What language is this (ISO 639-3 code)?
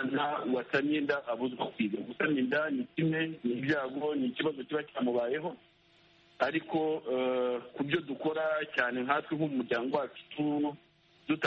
kin